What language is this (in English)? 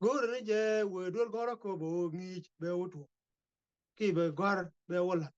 Nuer